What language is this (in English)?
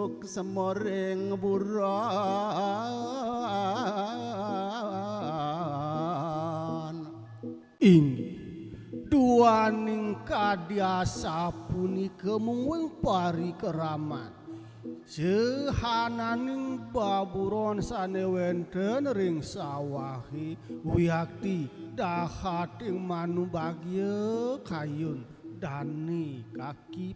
Balinese